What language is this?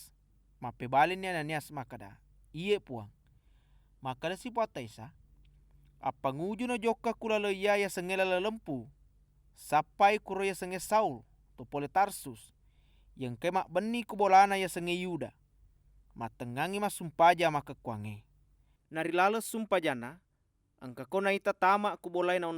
Buginese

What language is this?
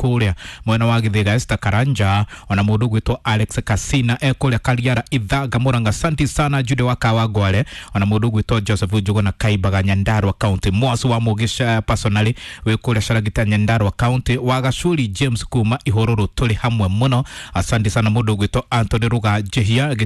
Kikuyu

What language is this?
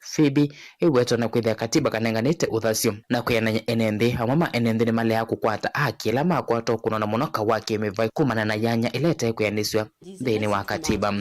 Kamba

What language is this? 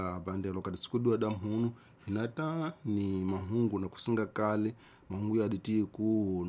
Tsonga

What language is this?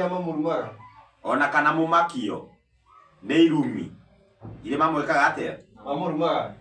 Kikuyu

